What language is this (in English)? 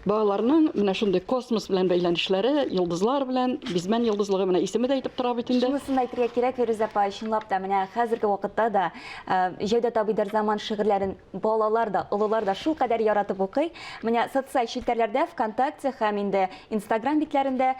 Tatar